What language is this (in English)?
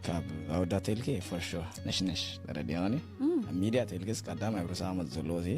Tigrinya